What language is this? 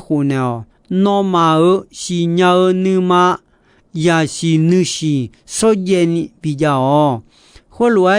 Akha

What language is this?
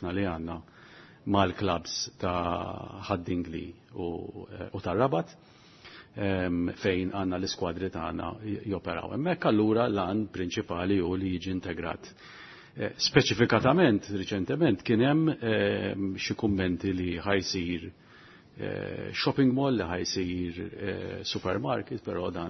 Maltese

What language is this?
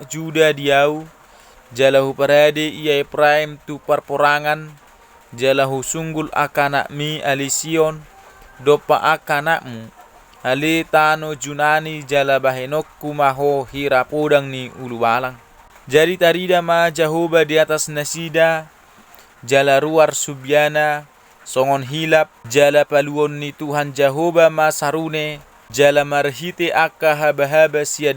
Batak Toba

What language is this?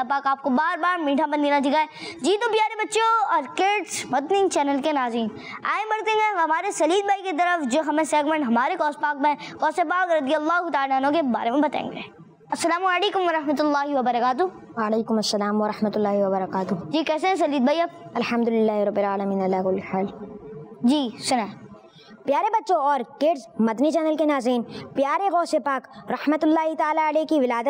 Urdu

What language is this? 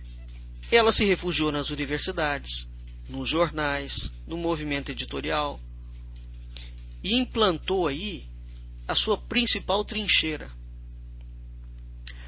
Portuguese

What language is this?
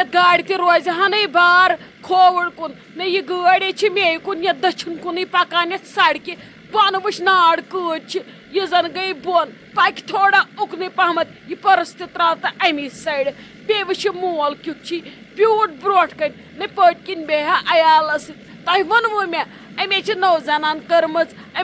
Kashmiri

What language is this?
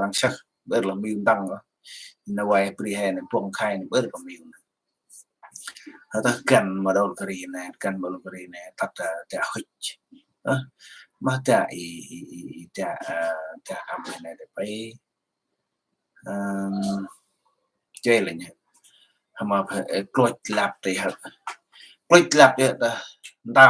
Central Mnong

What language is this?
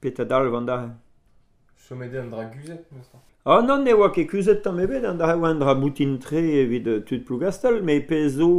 Breton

